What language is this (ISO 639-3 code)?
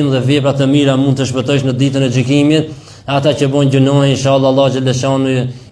sqi